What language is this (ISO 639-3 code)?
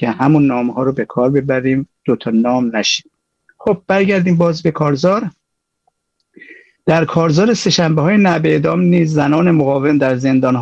fas